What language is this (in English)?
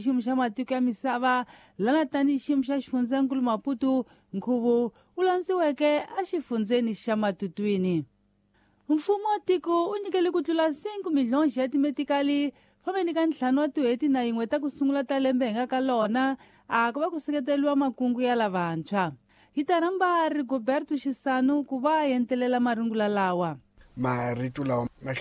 Tsonga